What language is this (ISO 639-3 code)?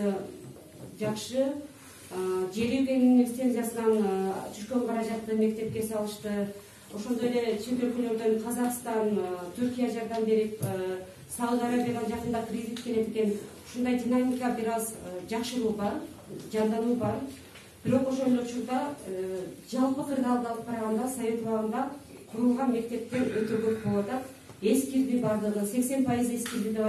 kir